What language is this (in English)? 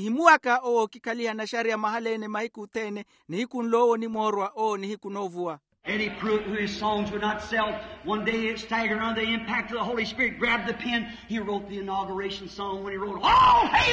Makhuwa